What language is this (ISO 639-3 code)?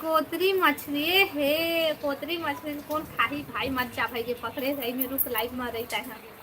hne